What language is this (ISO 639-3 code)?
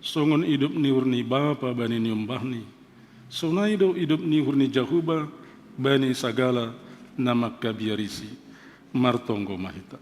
bts